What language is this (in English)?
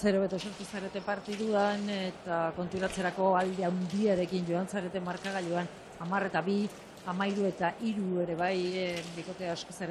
Basque